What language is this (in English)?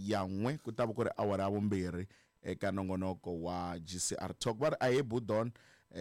Tsonga